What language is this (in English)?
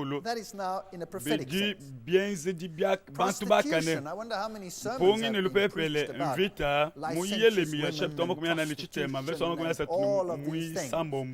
Luba-Lulua